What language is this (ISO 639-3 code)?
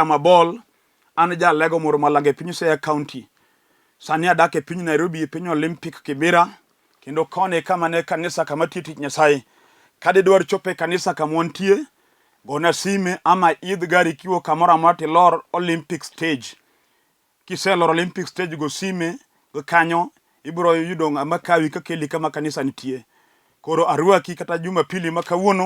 luo